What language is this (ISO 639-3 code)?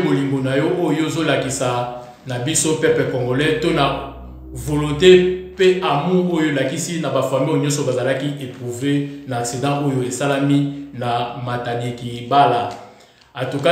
lin